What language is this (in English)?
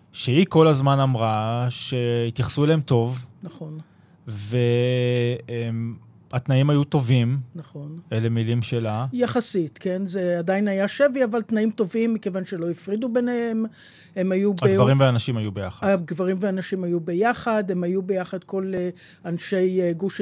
Hebrew